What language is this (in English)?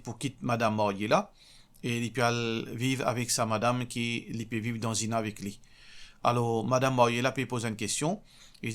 Morisyen